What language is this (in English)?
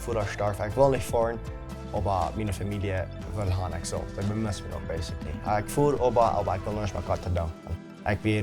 Plautdietsch